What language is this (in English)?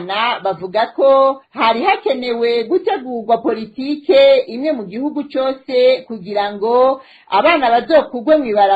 Rundi